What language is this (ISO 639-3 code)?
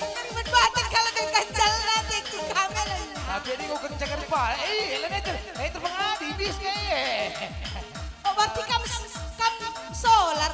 btx